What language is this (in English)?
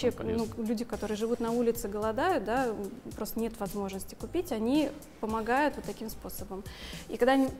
Russian